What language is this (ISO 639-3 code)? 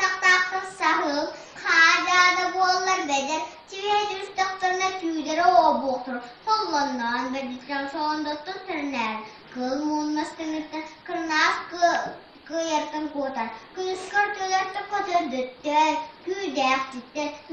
sah